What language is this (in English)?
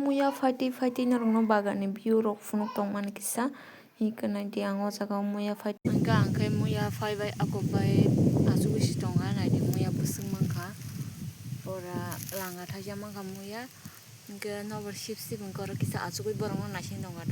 Kok Borok